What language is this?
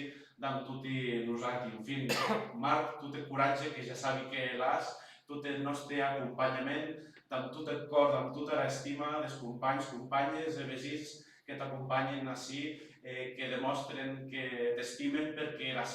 Occitan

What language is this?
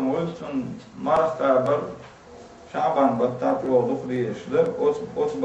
Chechen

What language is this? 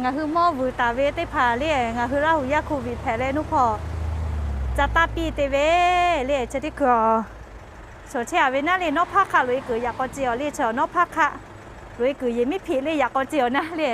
Lahu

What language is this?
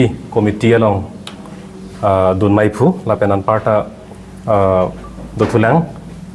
Karbi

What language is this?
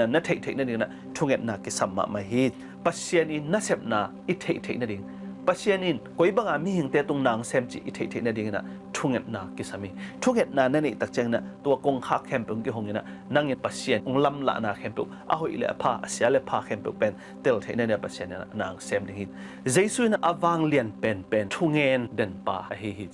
Tedim Chin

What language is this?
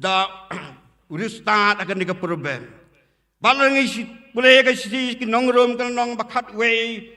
Khasi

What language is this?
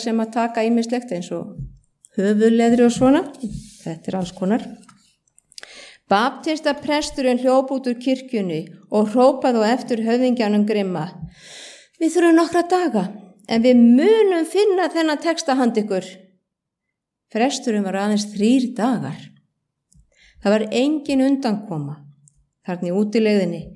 Icelandic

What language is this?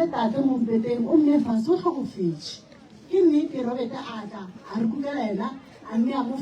Northern Sotho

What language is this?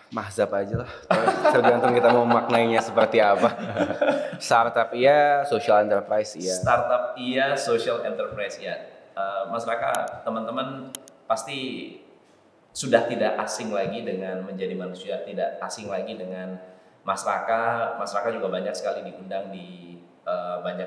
Indonesian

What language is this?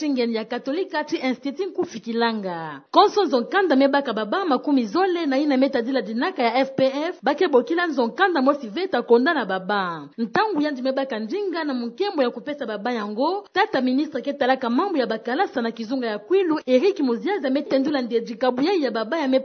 Kituba (Democratic Republic of Congo)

